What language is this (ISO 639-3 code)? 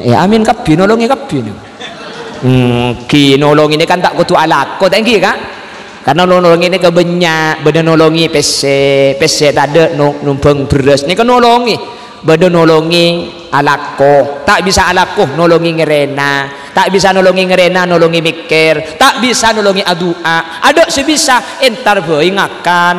mad